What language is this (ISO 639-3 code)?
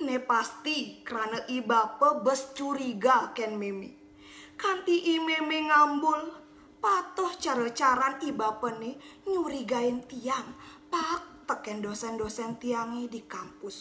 ban